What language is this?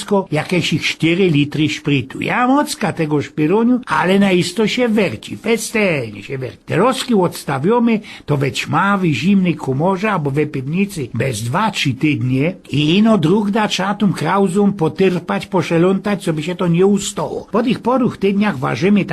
Silesian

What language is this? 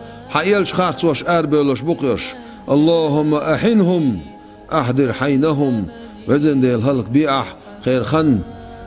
Chechen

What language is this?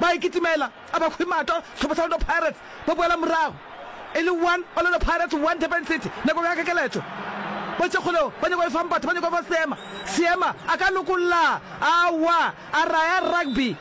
Northern Sotho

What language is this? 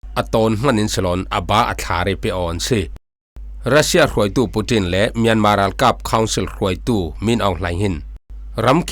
Falam Chin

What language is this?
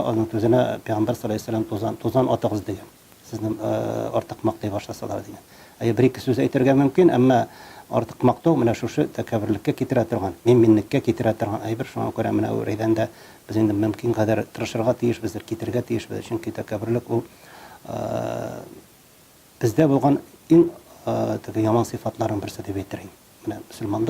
Tatar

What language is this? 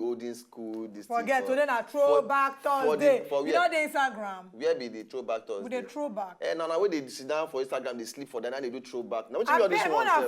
Nigerian Pidgin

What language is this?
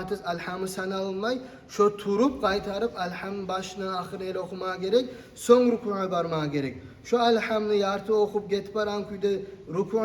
Kumyk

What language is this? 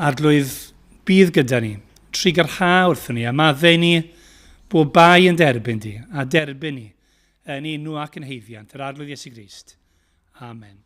Welsh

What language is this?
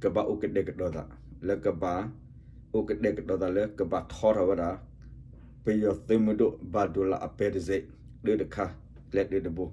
S'gaw Karen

